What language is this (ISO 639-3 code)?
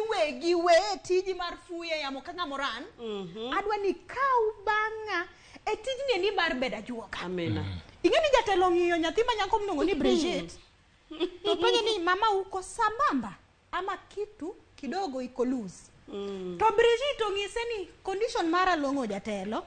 luo